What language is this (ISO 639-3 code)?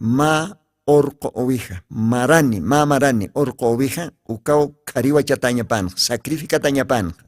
aym